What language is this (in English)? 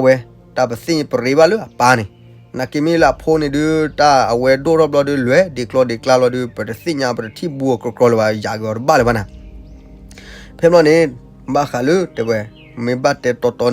S'gaw Karen